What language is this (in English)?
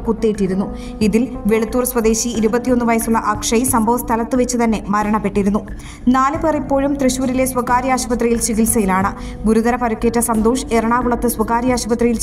Malayalam